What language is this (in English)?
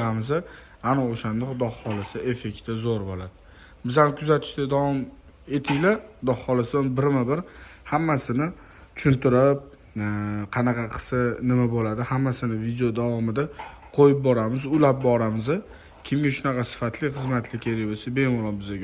Uzbek